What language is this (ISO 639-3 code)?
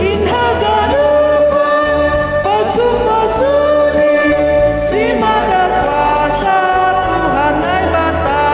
bts